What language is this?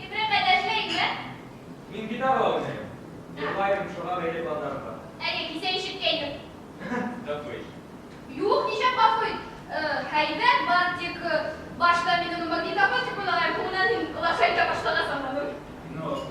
Bashkir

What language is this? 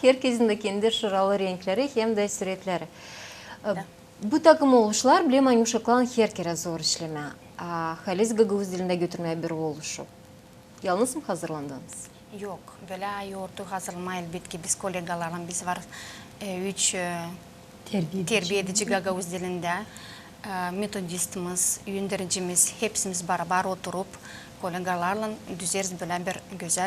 Gagauz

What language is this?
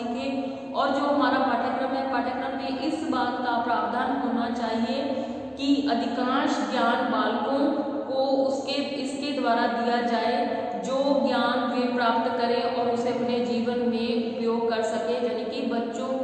Hindi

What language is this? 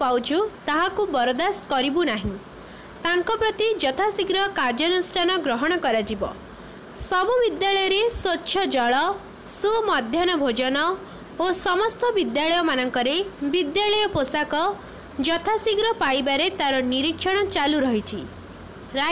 Odia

